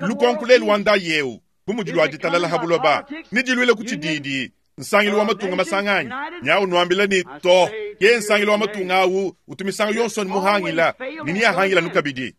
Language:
Luba-Lulua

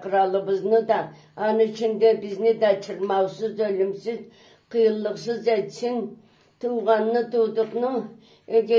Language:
Karachay-Balkar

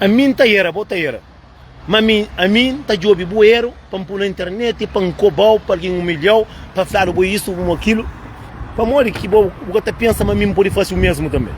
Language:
Kabuverdianu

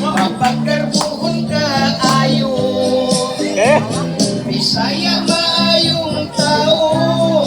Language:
Cebuano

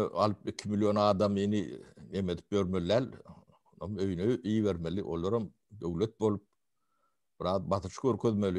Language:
Turkmen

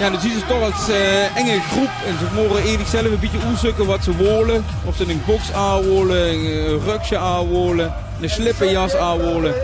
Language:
Limburgish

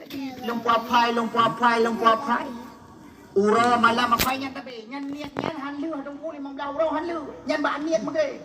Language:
Achinese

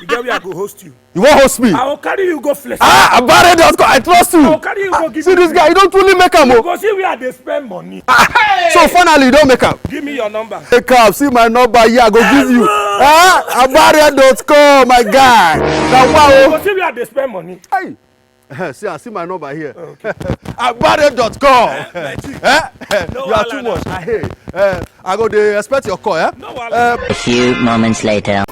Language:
Nigerian Pidgin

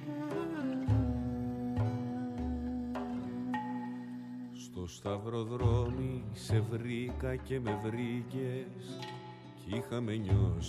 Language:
Greek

